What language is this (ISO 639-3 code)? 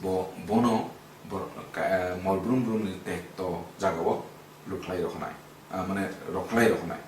trp